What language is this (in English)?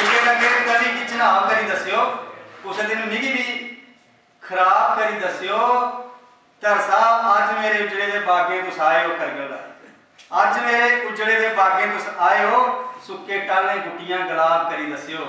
Dogri